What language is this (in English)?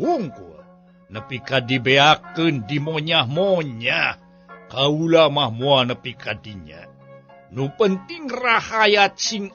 Sundanese